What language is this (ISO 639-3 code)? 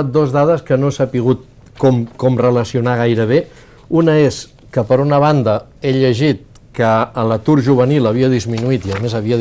cat